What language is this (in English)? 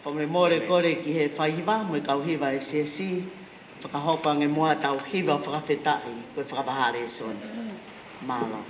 Tongan